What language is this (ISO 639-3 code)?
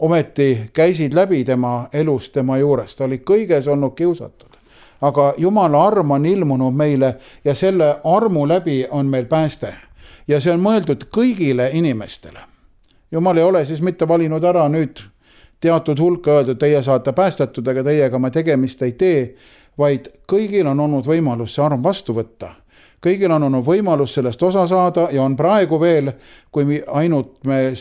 est